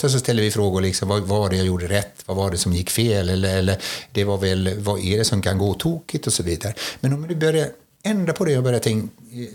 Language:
Swedish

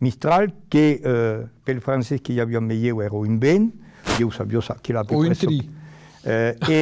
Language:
Occitan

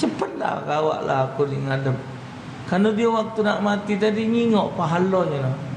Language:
Musi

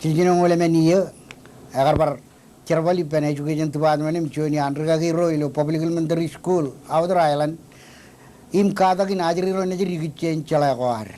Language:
Marshallese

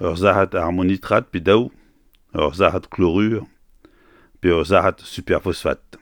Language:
Breton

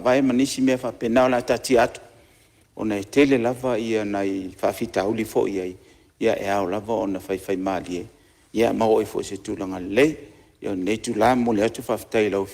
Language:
Samoan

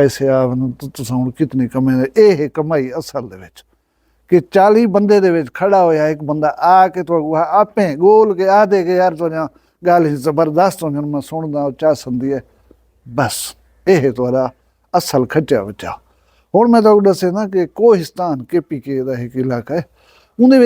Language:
Saraiki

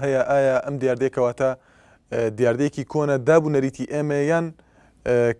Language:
Central Kurdish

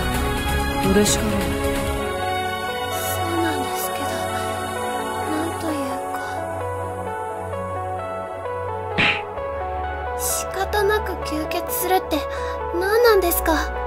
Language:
Japanese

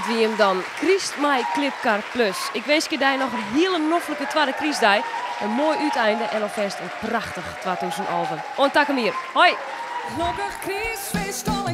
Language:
Western Frisian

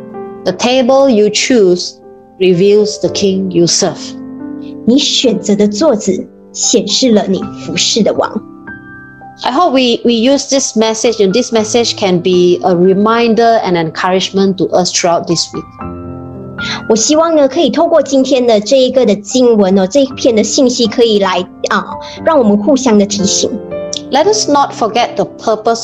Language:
Chinese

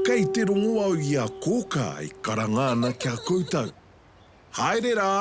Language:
Māori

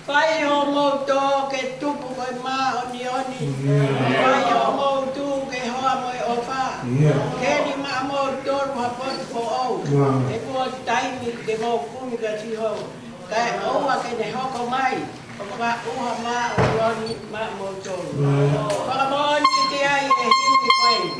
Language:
Tongan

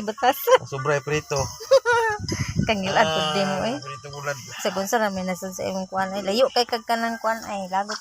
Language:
Cebuano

